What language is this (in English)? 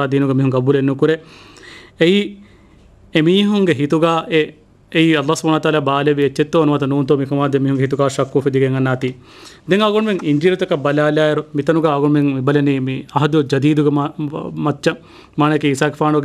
Divehi